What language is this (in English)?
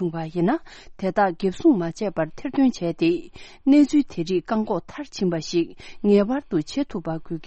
Tibetan